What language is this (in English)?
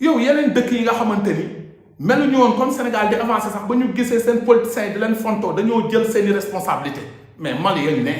Wolof